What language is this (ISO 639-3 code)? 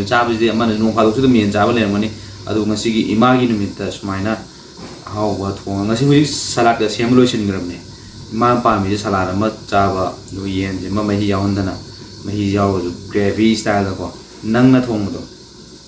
mni